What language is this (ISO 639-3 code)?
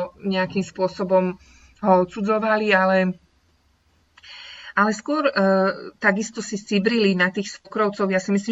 slk